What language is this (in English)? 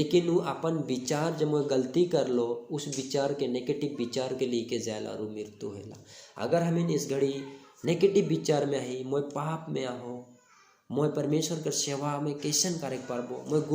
Sadri